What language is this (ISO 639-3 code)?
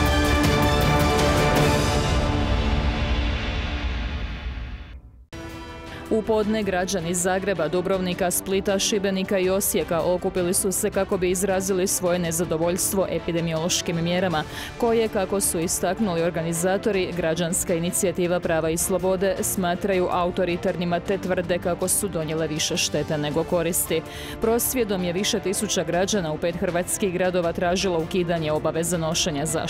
hrv